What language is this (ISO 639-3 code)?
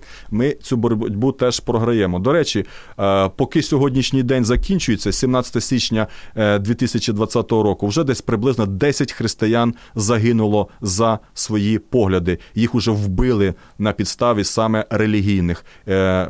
ukr